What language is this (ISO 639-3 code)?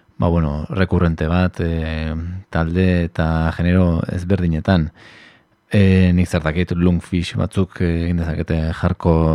eus